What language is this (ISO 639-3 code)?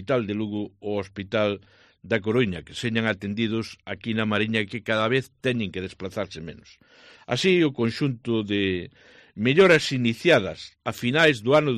glg